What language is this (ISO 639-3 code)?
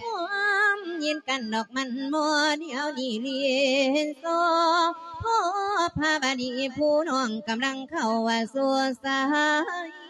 lao